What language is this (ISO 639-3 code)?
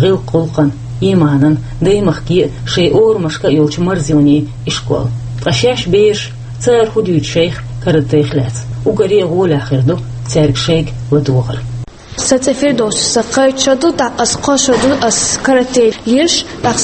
che